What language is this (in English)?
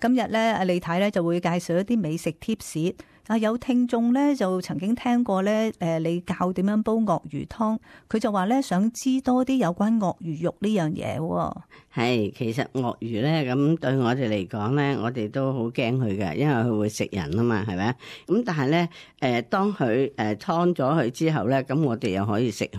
Cantonese